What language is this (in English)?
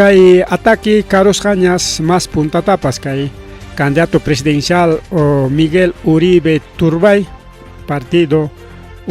Ayacucho Quechua